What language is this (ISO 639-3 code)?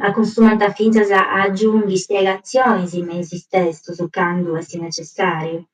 srd